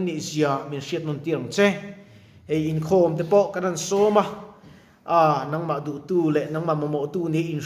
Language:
Mizo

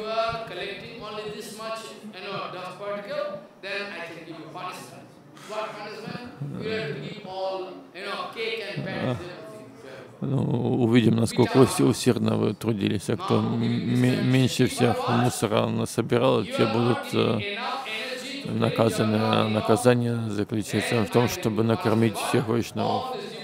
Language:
Russian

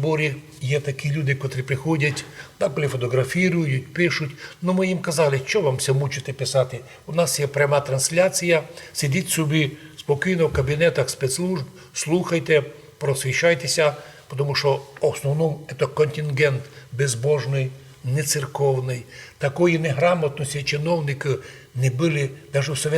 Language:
Rusyn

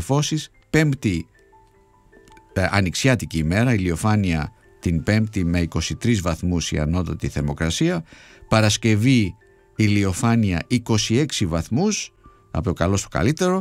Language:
Greek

